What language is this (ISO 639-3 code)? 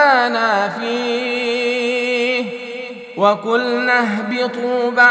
ara